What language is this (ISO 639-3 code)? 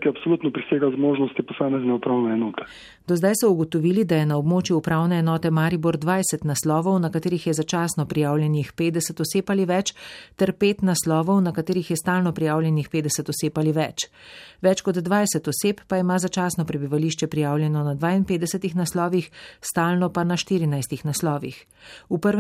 slv